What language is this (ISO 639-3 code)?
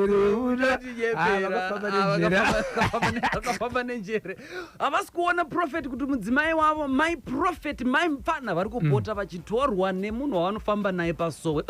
sna